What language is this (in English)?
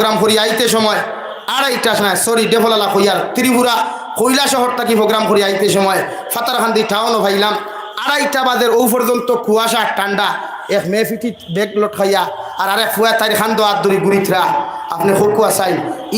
Sylheti